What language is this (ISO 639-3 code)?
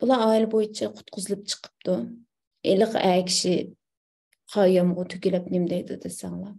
uig